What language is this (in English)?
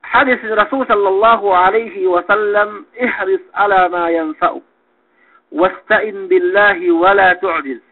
Yakan